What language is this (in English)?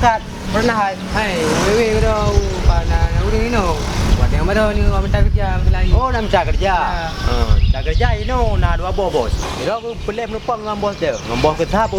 Achinese